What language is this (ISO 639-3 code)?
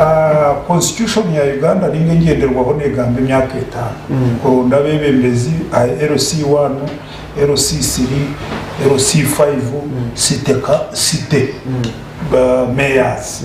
nyn